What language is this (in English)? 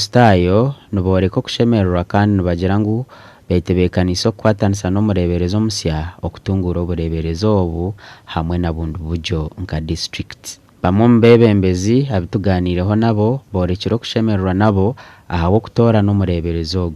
Nyankole